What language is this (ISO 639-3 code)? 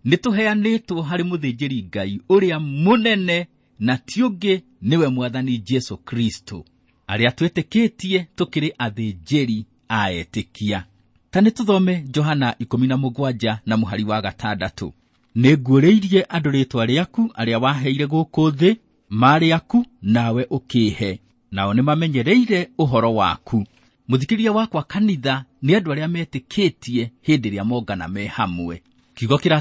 kik